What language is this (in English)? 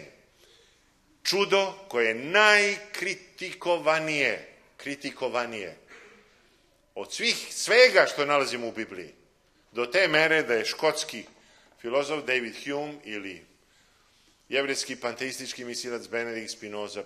Serbian